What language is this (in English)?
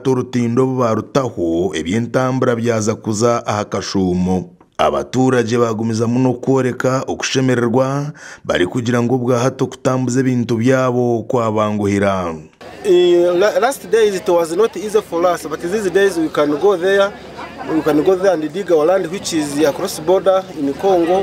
Nyankole